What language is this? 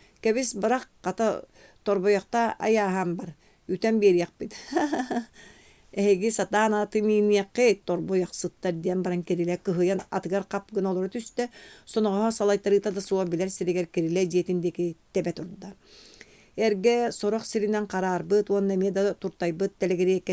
Yakut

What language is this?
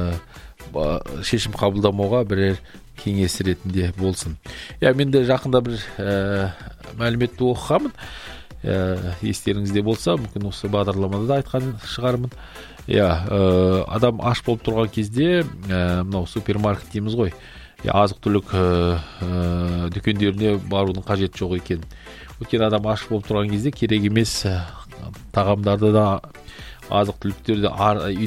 Kazakh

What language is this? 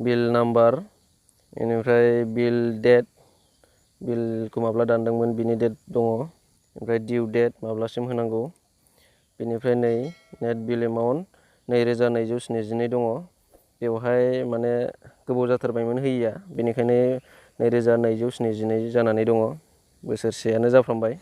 Bodo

